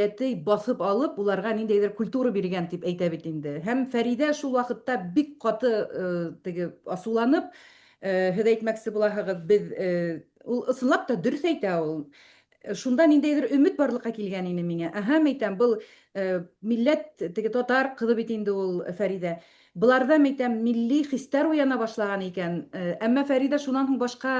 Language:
Bashkir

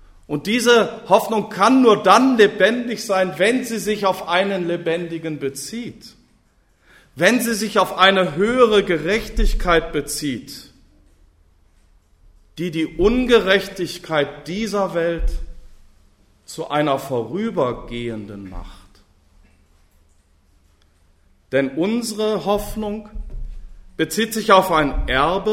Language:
German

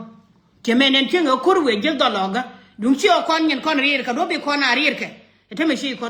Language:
Nuer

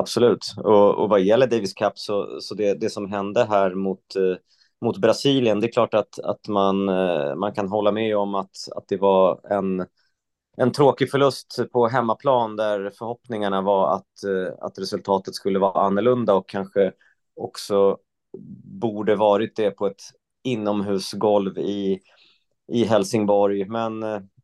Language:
Swedish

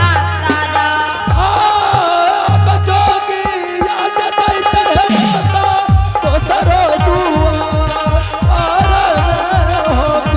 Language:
Angika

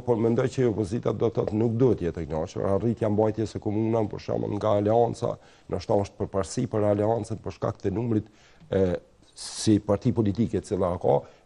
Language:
Albanian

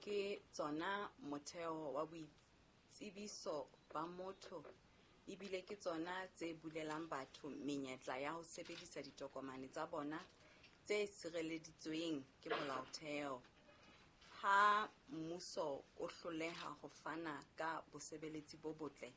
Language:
Southern Sotho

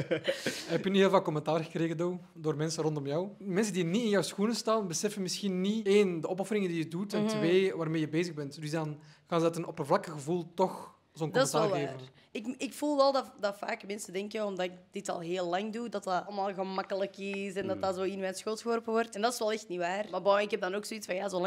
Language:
Dutch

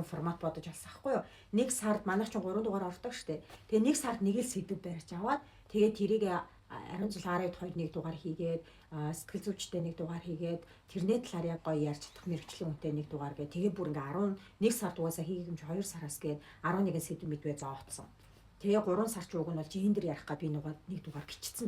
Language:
Mongolian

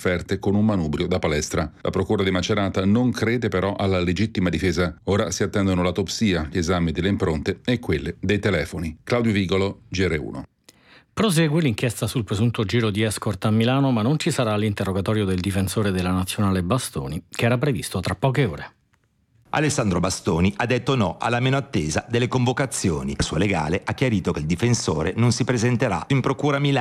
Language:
Italian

